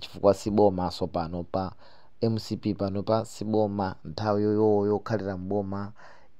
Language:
Nyanja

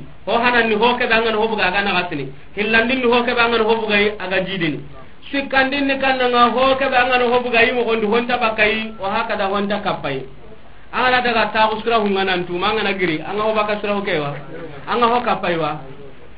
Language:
Soninke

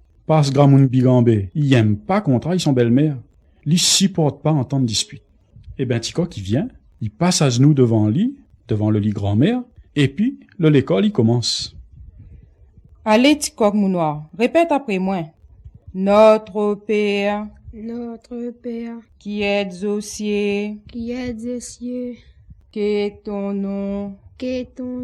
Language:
Réunion Creole French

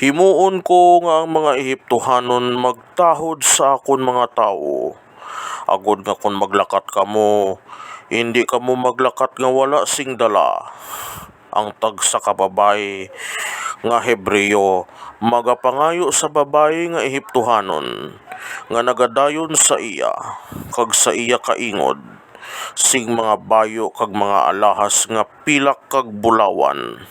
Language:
Hiligaynon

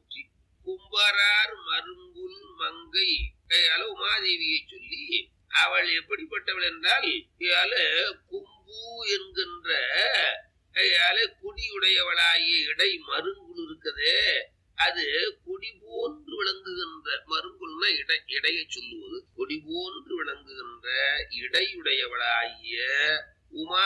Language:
Tamil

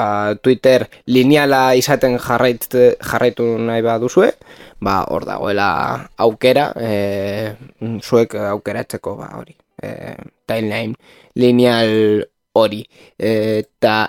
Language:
Basque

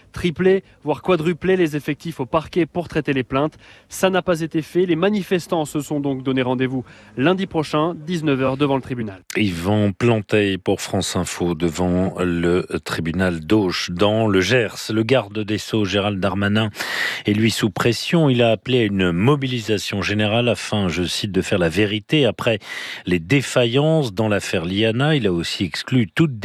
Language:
French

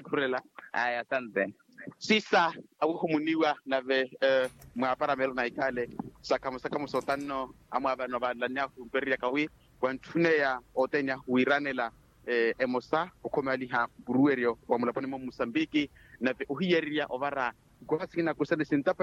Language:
Makhuwa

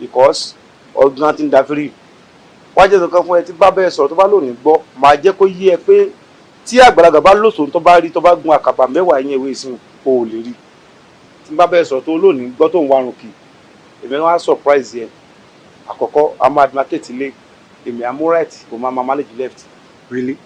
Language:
Yoruba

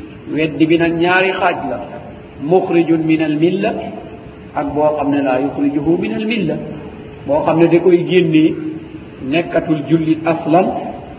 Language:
Wolof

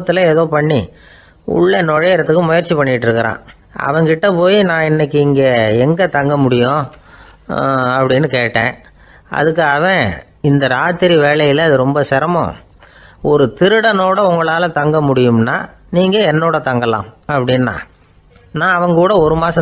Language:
Tamil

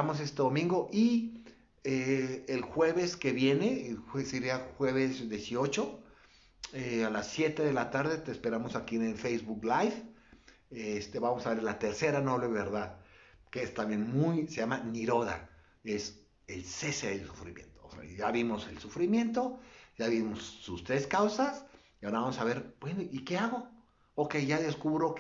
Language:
Spanish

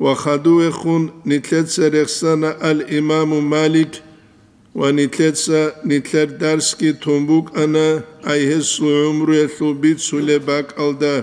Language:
Avaric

